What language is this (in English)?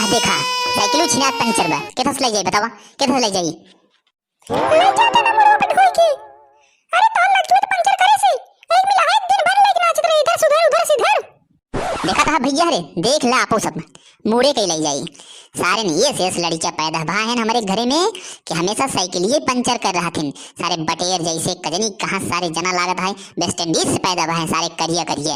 Awadhi